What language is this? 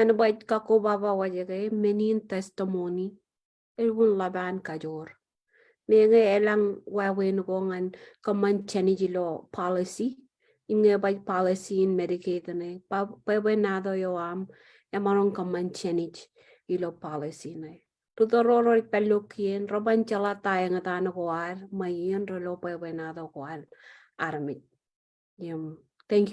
Marshallese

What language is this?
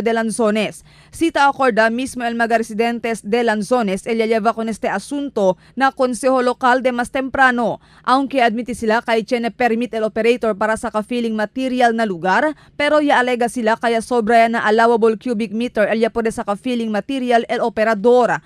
Chavacano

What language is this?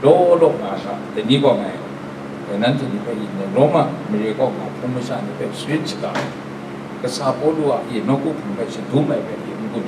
Kachin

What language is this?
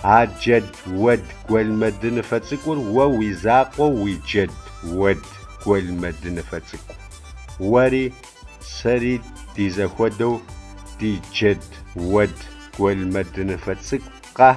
Kabardian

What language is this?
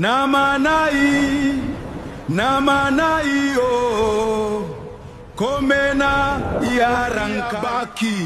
Gilbertese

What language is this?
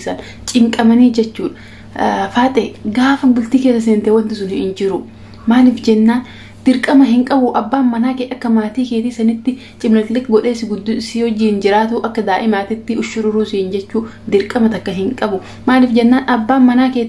Oromo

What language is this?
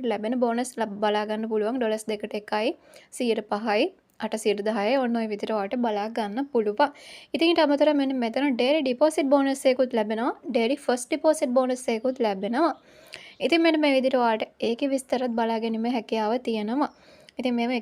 Sinhala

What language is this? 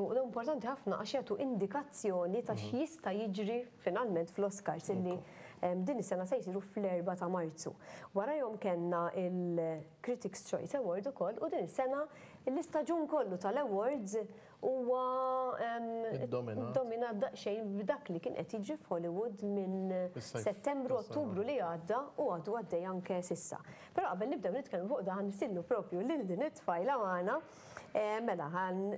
Maltese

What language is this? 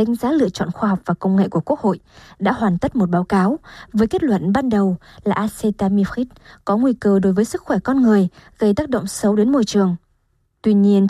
Vietnamese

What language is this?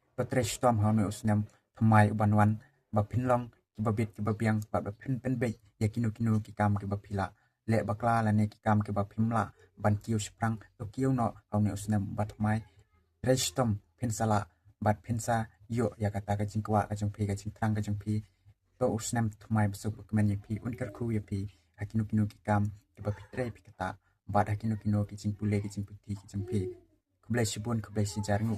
Khasi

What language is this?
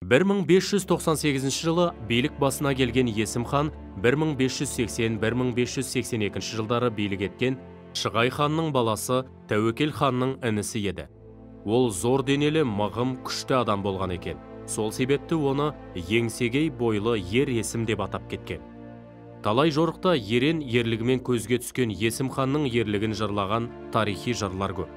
Kazakh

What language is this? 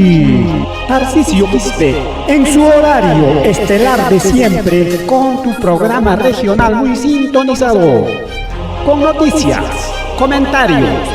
Ayacucho Quechua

